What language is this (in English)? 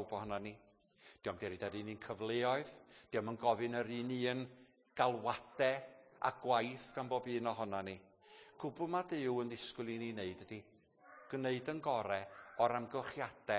Welsh